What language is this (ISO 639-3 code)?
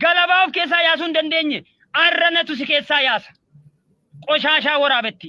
orm